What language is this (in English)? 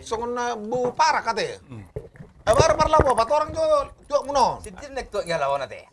Batak Toba